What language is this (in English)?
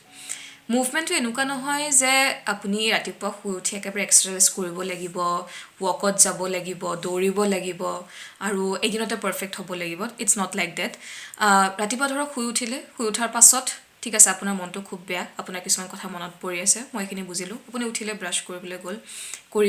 Assamese